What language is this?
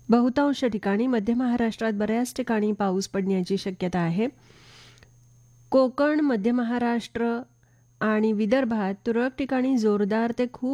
Marathi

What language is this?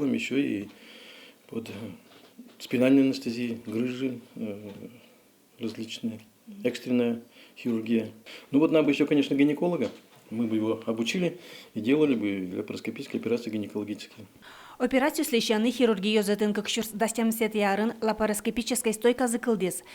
Udmurt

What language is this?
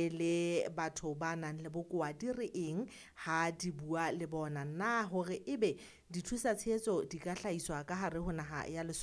Southern Sotho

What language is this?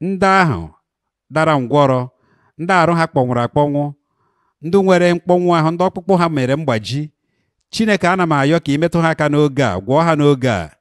Igbo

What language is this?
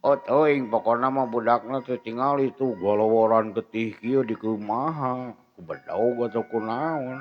Sundanese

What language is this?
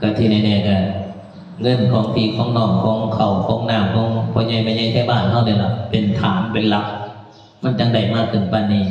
Northeastern Thai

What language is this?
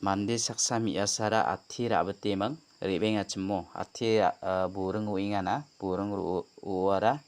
Garo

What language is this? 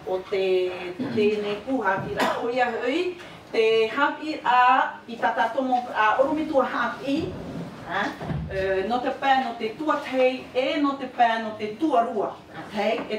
Tahitian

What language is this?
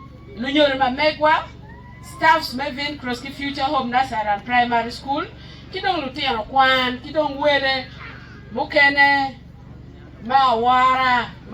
Acoli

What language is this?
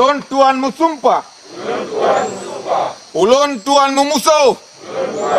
Achinese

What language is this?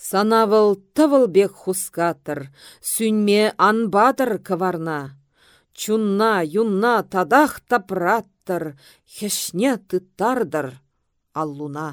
Chuvash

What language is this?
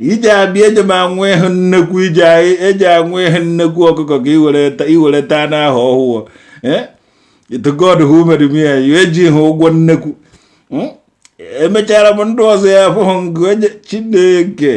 Igbo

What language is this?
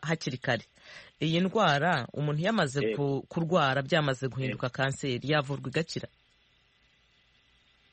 Kinyarwanda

